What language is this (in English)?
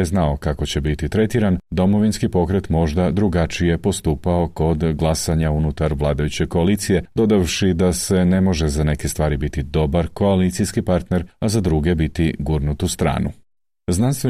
Croatian